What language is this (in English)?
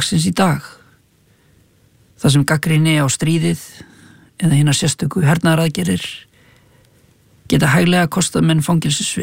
Icelandic